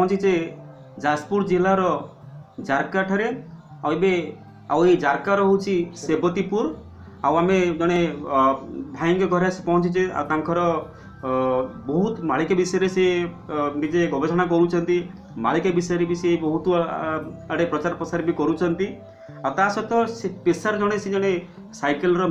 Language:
Odia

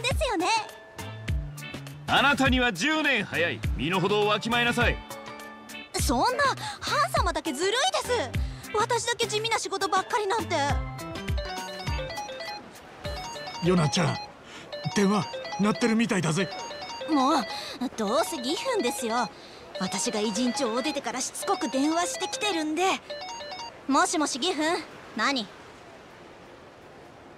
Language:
Japanese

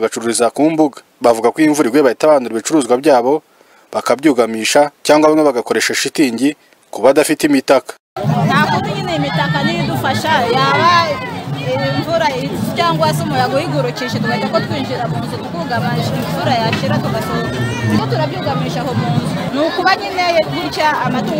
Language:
Kinyarwanda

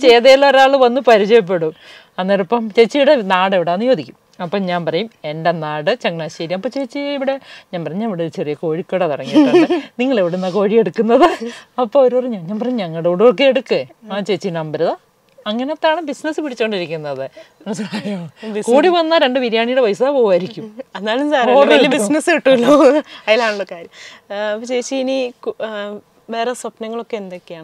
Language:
Malayalam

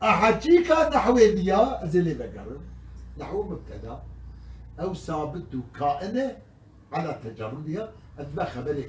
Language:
Kurdish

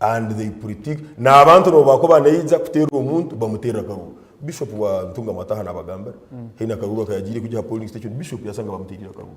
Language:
Nyankole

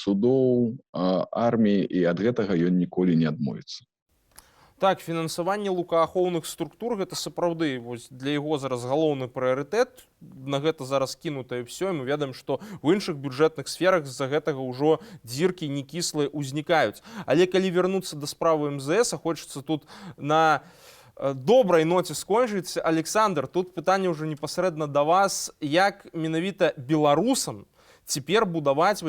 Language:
Belarusian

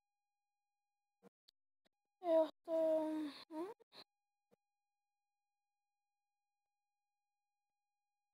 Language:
Czech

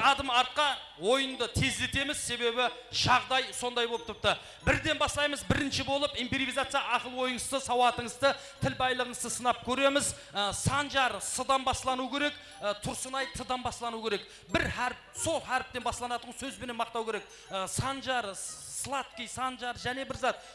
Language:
Kara-Kalpak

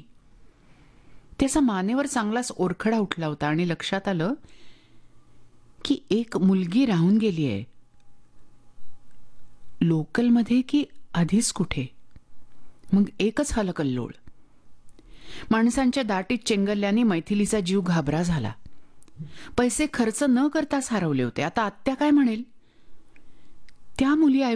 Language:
Marathi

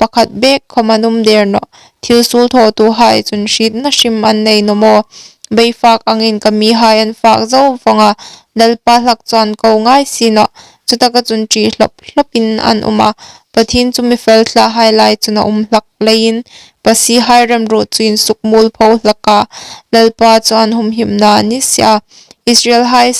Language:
Hmar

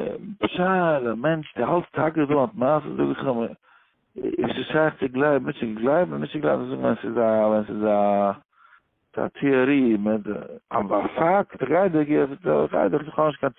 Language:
Yiddish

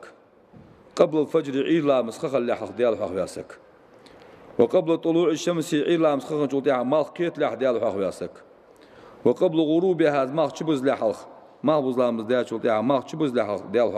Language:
Ingush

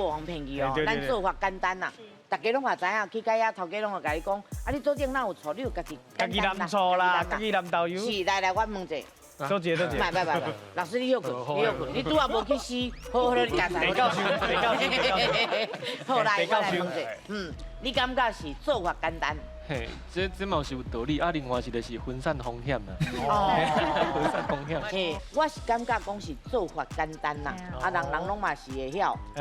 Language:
Min Nan Chinese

